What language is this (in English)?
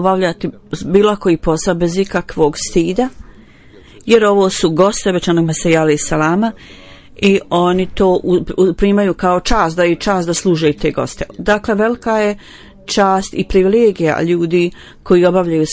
Bosnian